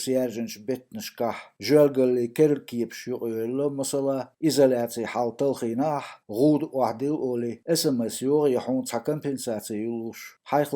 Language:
Chechen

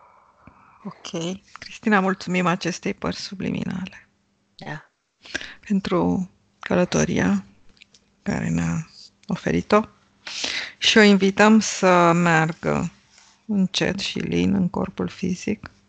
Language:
Romanian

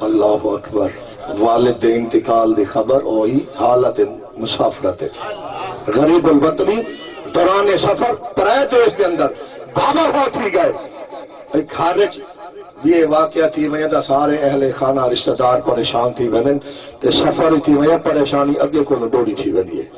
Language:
Saraiki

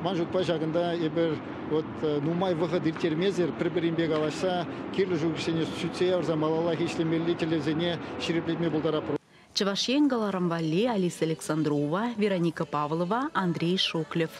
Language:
Chuvash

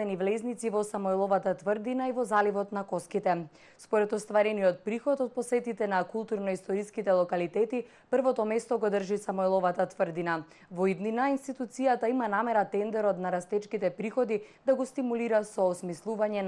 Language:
Macedonian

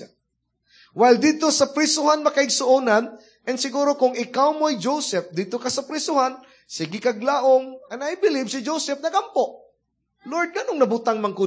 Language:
Cebuano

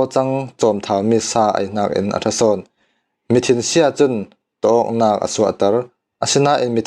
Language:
Falam Chin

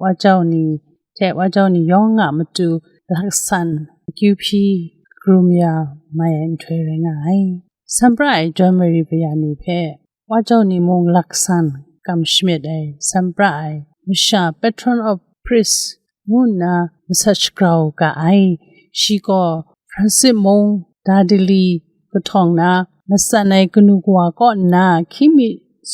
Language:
Kachin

